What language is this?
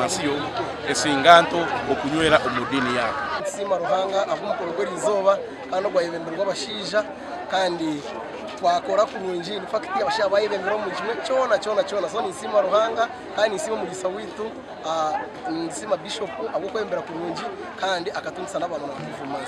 Nyankole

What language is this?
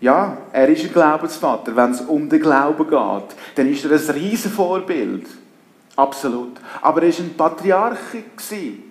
Swiss German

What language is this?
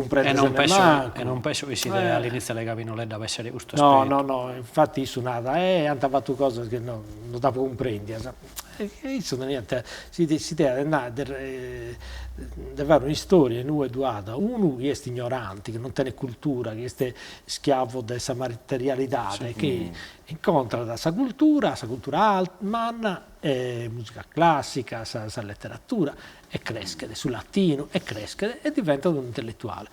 Sardinian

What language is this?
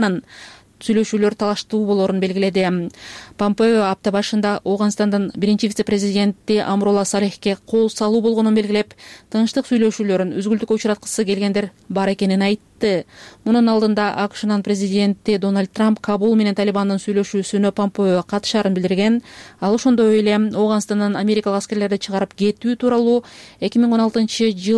Kyrgyz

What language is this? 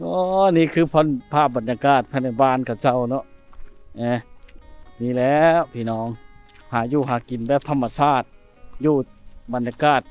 Lao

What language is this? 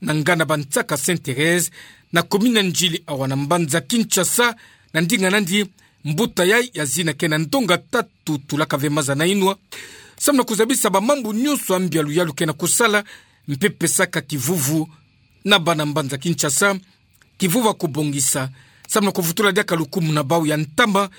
Kituba (Democratic Republic of Congo)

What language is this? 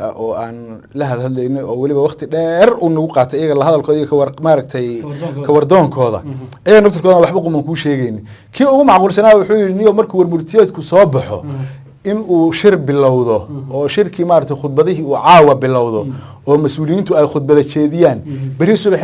Somali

